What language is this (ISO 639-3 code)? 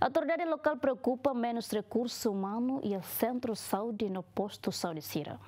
tet